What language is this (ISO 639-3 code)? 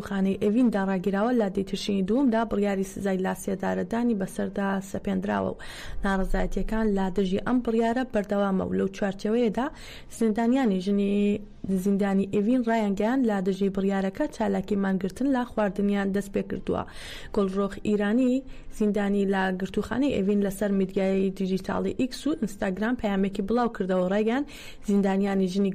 ckb